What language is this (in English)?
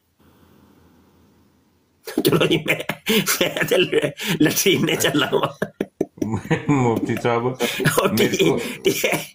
Urdu